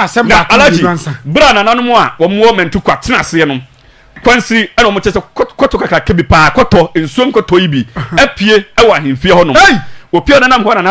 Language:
Akan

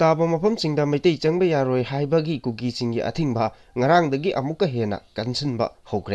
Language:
Manipuri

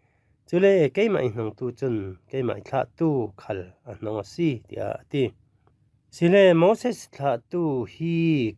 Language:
Falam Chin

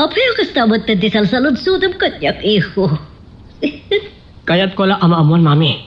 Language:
Iloko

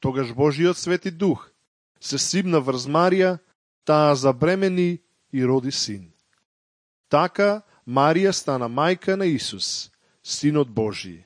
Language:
Macedonian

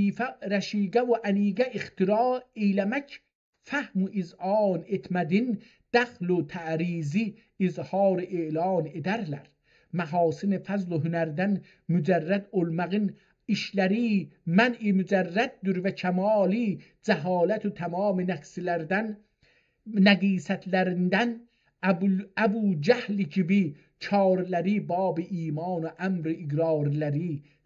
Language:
South Azerbaijani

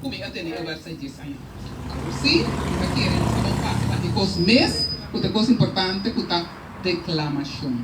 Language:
Papiamento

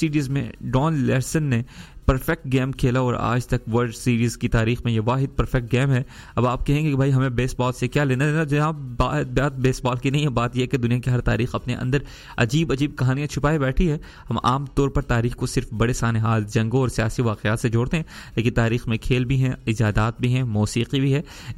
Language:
Urdu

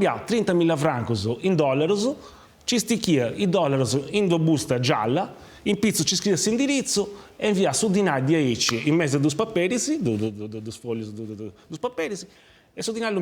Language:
Sardinian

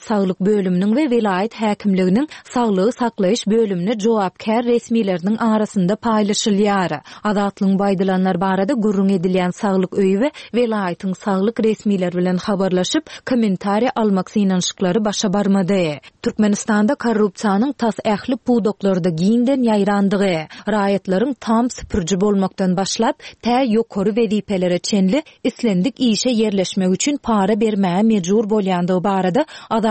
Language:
Turkmen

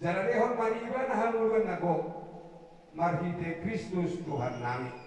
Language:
Batak Toba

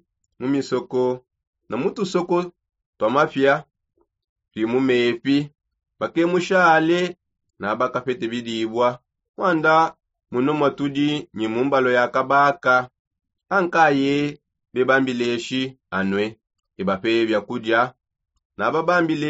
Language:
Songe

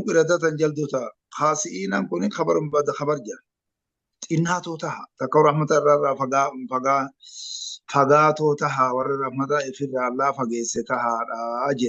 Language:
Oromo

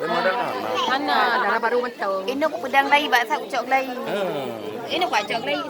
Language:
Achinese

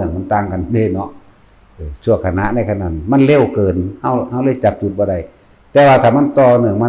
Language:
Lao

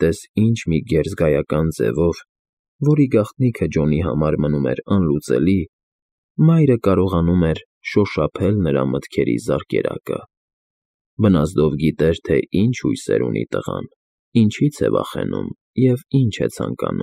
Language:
Armenian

